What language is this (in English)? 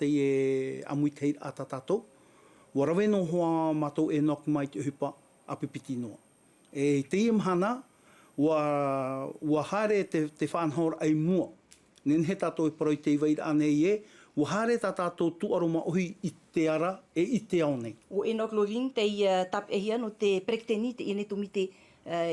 Tahitian